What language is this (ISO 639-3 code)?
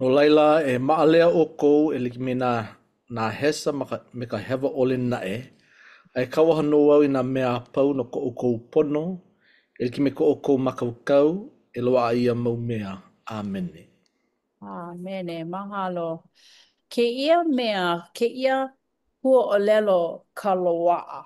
haw